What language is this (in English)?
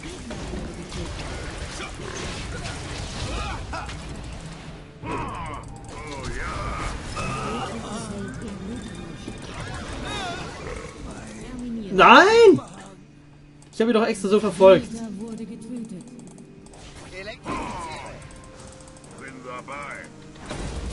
German